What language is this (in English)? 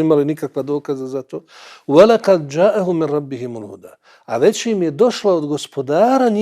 Bosnian